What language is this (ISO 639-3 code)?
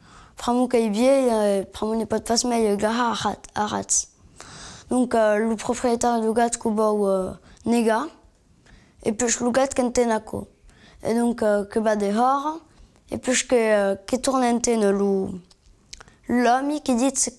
oci